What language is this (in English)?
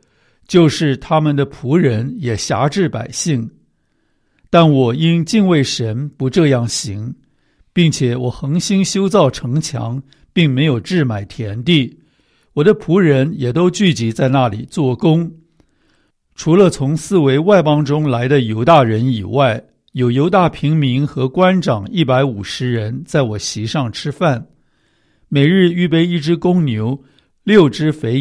Chinese